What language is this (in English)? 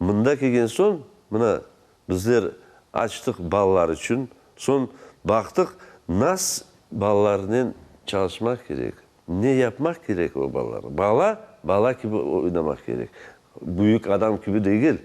Crimean Tatar